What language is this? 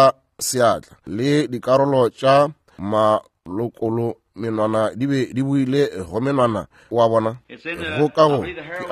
Northern Sotho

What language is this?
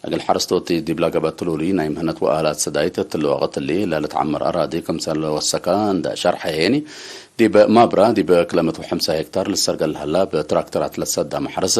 Tigre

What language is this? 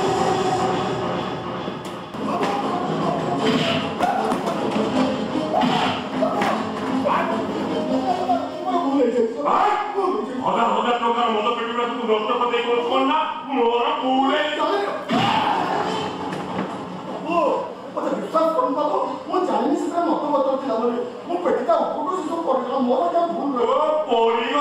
Odia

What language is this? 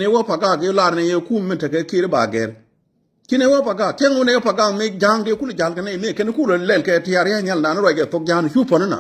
Nuer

